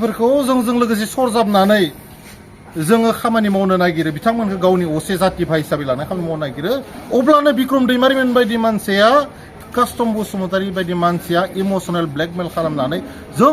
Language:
Bodo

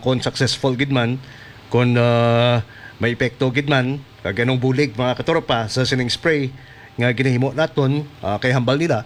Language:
Hiligaynon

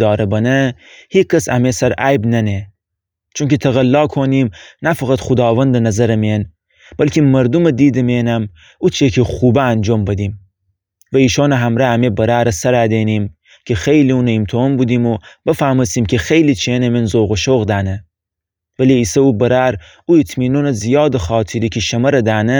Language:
Gilaki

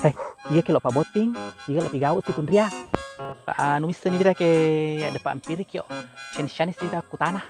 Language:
Buginese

